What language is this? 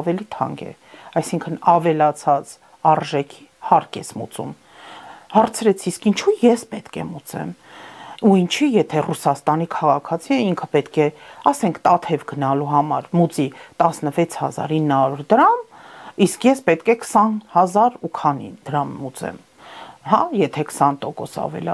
Armenian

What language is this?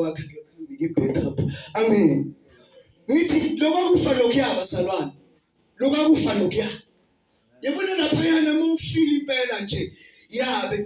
Zulu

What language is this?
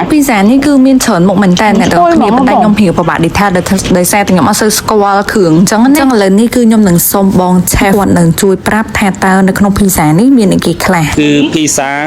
Khmer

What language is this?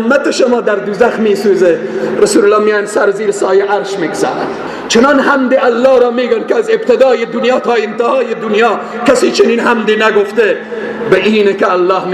Persian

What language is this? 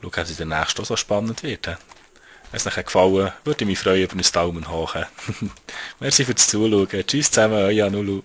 Swiss German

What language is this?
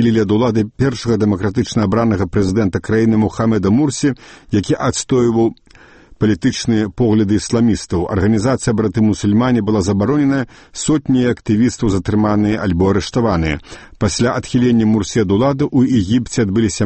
Belarusian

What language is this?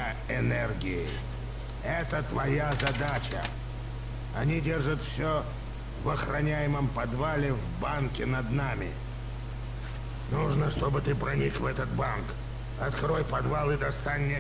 Russian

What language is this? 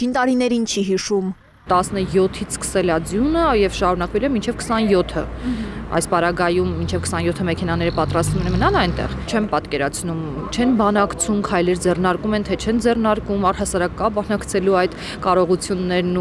Armenian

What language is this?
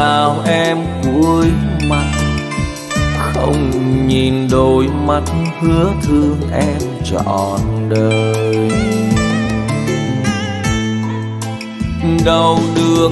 Vietnamese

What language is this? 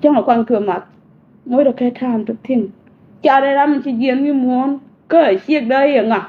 Nuer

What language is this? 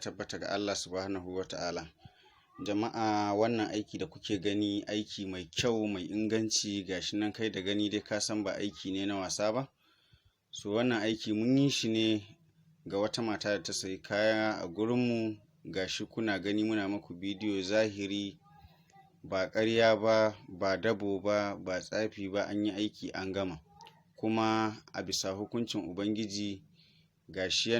Hausa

